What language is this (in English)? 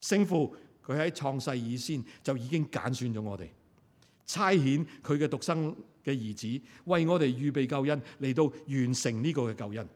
Cantonese